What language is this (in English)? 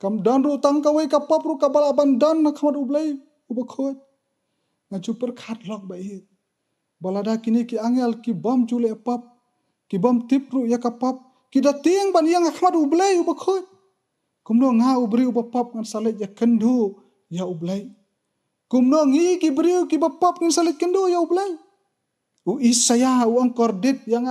Khasi